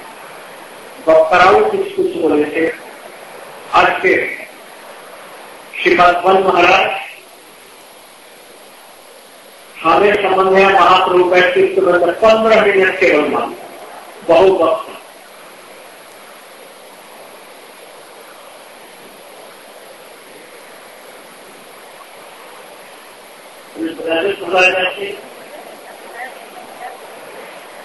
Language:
Hindi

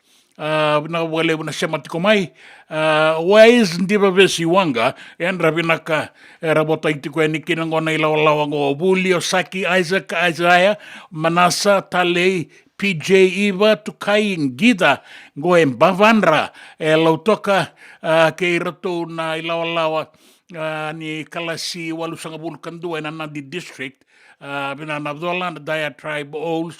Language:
Fijian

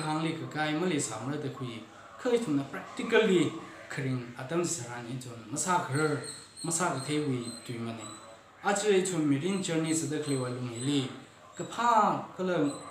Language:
Tangkhul Naga (India)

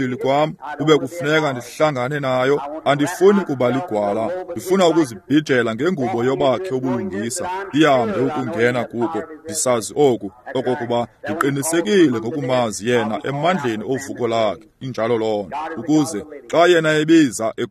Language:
Xhosa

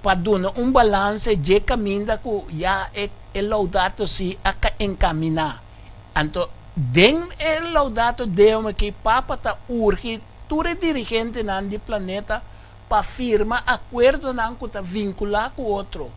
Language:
Papiamento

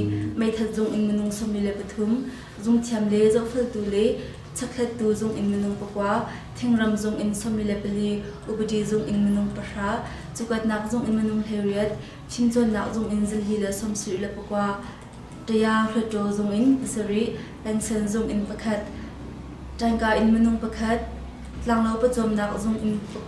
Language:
Hakha Chin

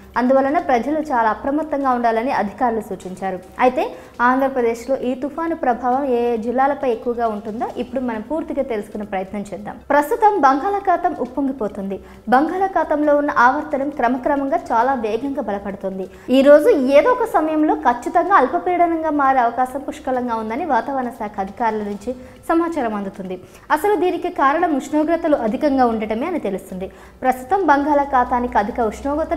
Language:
Telugu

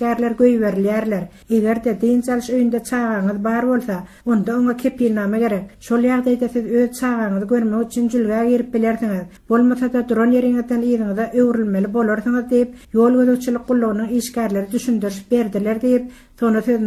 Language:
Turkmen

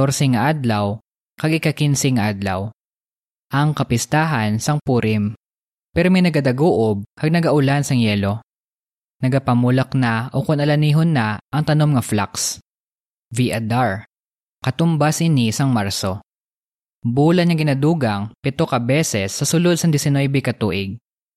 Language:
Hiligaynon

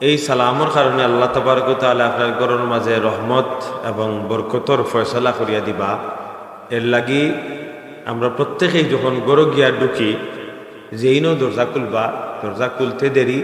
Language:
Sylheti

